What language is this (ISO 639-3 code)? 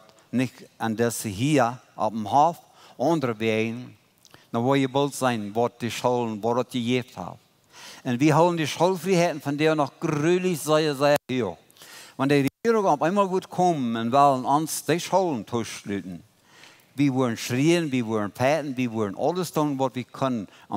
pdt